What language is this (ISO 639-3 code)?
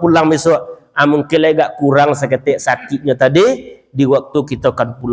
min